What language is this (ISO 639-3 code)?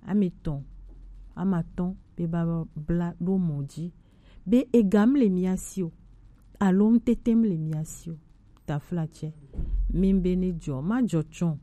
gej